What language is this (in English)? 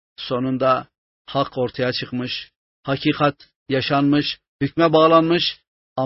Turkish